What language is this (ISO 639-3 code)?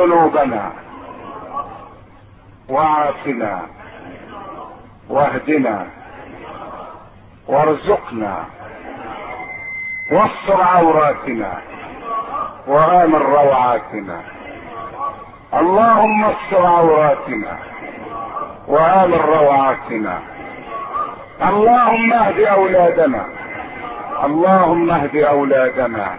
ara